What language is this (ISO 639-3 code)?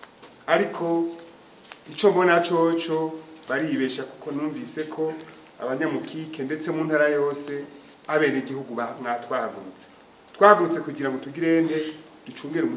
run